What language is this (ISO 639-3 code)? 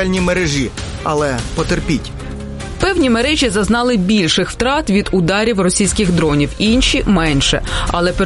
ukr